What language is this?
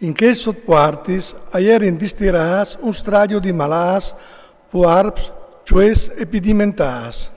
Friulian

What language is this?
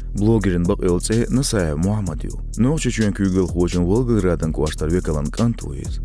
Chechen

